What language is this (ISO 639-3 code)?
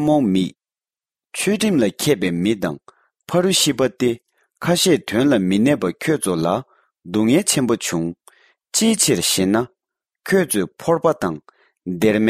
bod